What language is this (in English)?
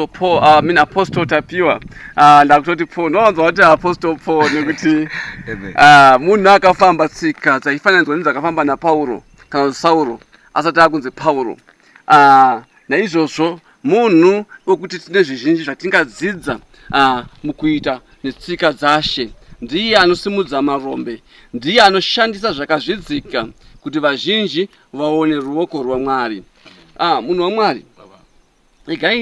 Shona